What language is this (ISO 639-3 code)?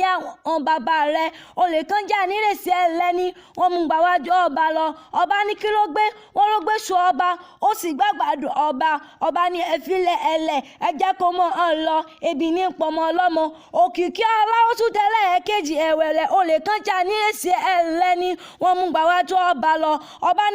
yor